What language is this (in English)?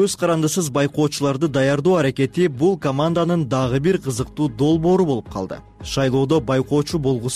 Kyrgyz